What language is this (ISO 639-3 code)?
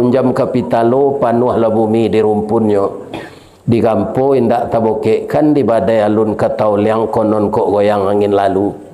min